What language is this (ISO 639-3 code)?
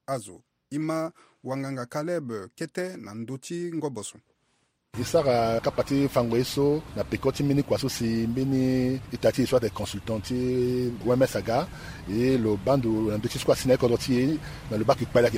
sag